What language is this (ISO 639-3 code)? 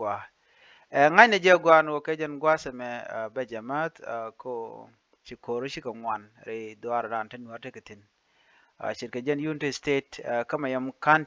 nus